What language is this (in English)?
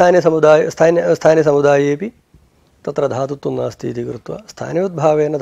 Sanskrit